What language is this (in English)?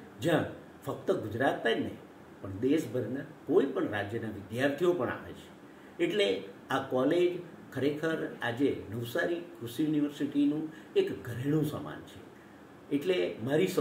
Gujarati